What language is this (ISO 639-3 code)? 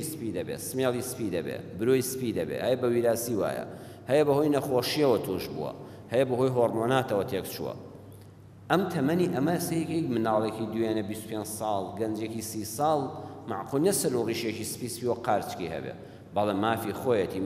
ckb